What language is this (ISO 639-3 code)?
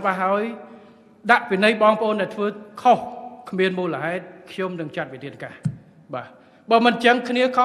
khm